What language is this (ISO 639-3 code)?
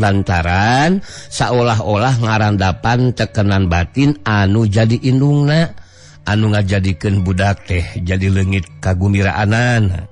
sun